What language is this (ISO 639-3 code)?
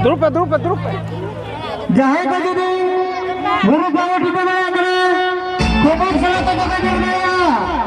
sat